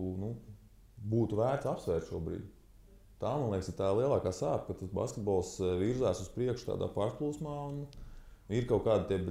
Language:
Latvian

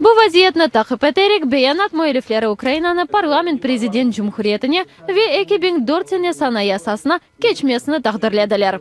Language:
Crimean Tatar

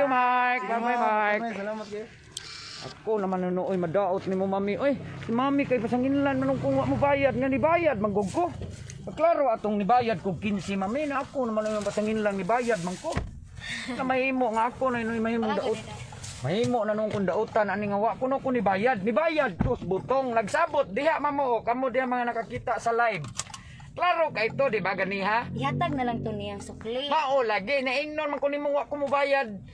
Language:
Cebuano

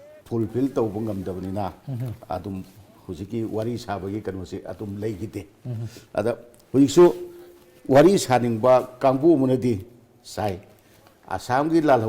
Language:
Manipuri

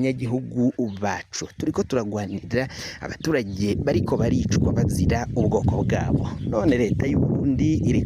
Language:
Rundi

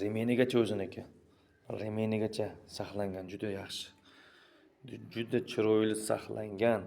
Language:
Uzbek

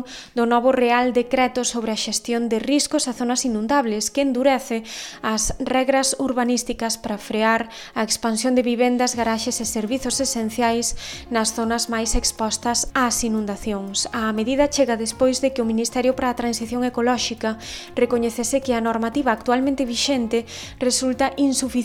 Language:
Galician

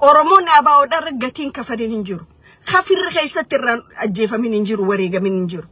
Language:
Oromo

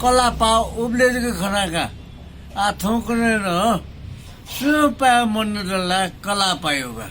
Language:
Newari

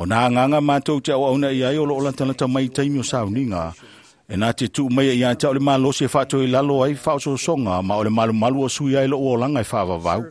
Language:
Samoan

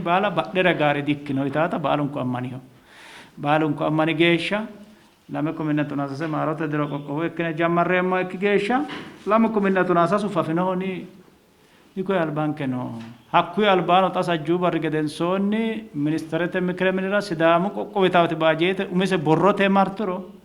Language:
Sidamo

